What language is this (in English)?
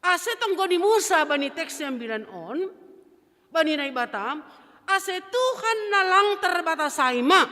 Batak Simalungun